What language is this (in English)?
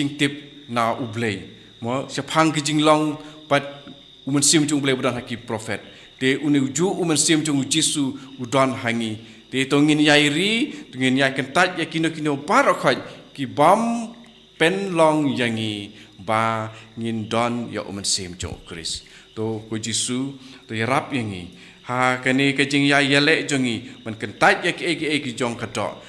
Khasi